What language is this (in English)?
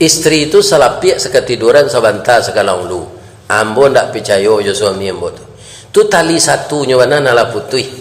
Minangkabau